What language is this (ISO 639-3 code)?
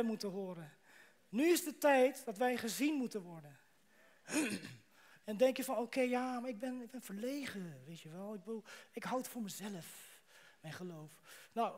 nld